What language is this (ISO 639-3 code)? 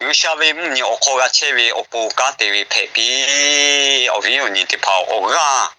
lhu